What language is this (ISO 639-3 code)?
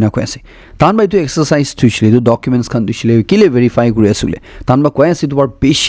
nag